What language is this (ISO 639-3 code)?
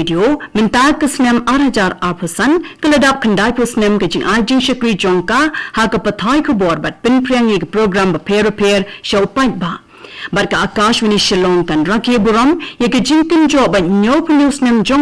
kha